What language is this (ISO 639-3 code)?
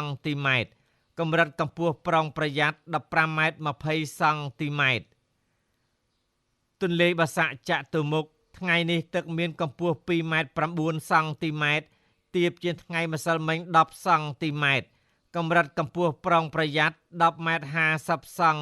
khm